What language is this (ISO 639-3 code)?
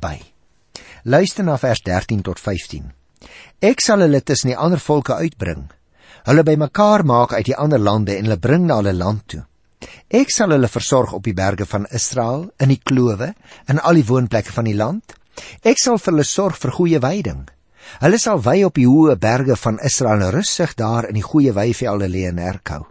afr